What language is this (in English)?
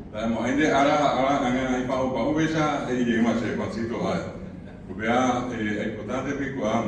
Guarani